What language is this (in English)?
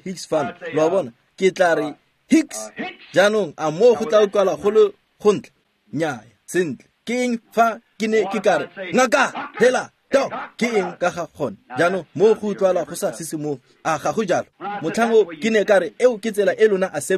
Tswana